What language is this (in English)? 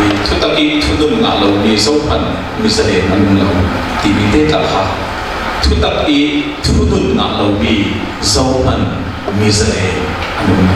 Falam Chin